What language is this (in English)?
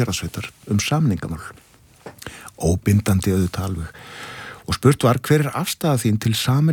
Icelandic